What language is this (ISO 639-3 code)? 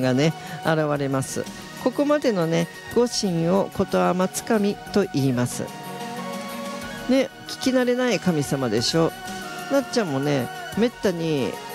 jpn